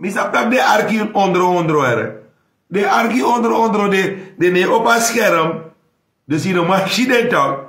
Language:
Sranan Tongo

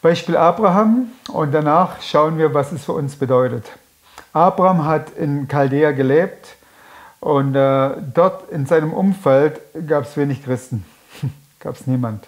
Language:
Swiss German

